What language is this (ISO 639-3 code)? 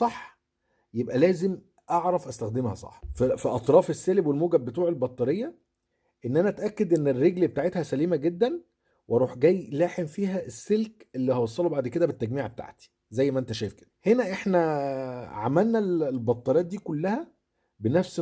arz